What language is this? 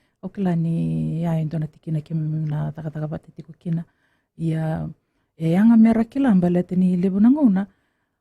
Fijian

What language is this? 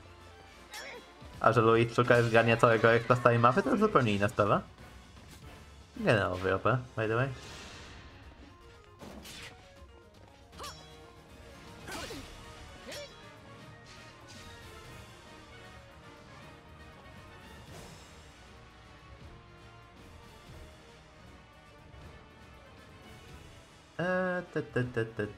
Polish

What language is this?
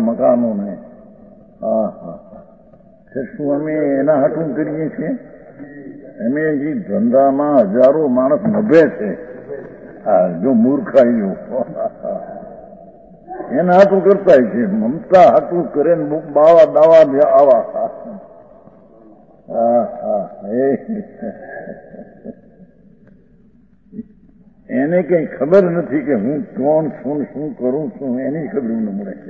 Gujarati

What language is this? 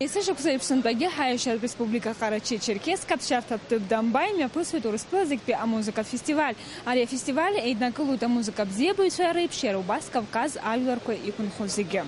Abkhazian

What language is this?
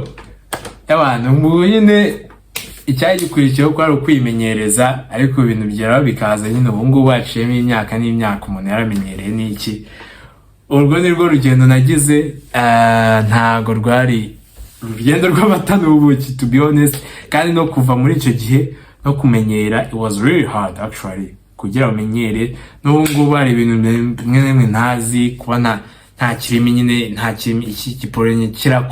Kinyarwanda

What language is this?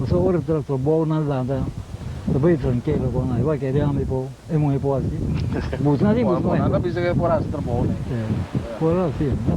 Papiamento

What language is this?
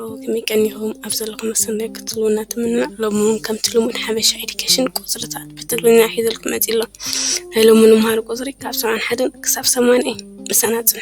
Tigrinya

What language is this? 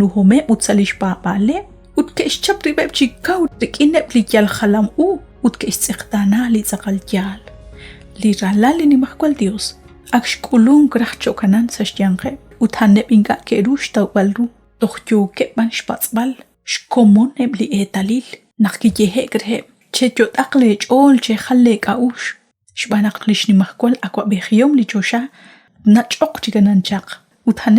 Kekchí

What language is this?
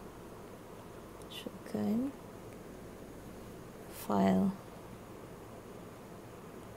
Malay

